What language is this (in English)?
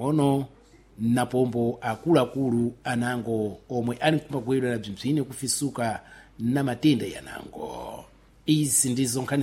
Sena